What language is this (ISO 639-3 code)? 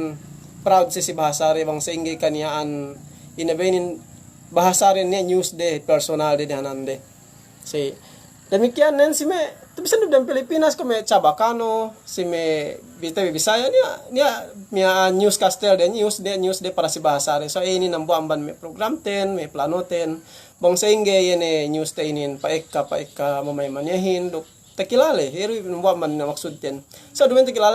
yka